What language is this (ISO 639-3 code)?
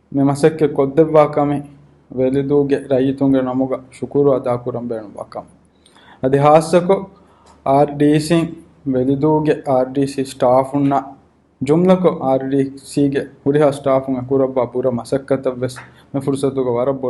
div